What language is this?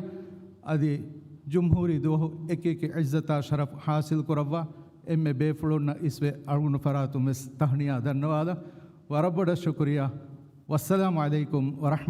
Divehi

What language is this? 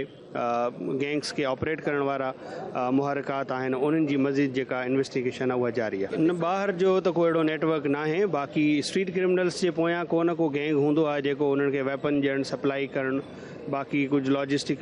Sindhi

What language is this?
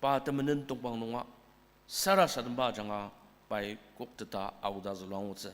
Ao Naga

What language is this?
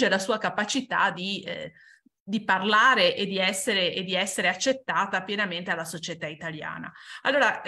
Italian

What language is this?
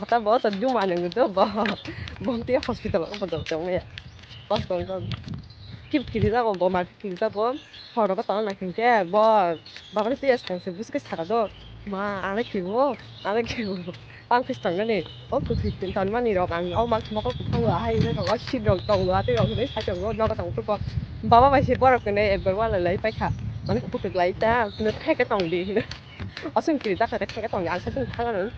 Kok Borok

